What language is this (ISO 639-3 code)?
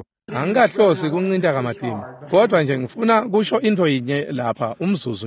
ssw